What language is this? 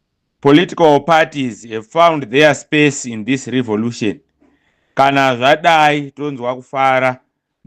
Shona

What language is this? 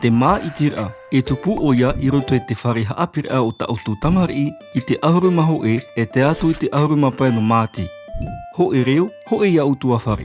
Tahitian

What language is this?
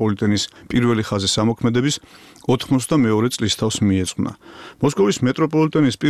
Georgian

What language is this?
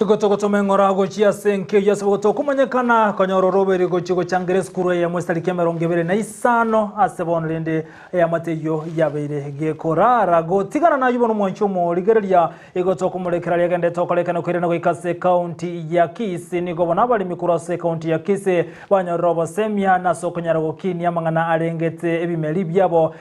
Gusii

